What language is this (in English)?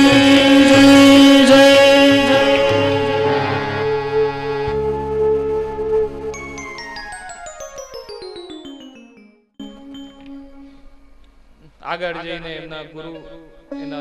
Gujarati